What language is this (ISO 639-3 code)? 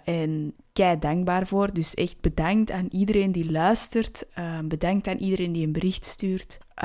nld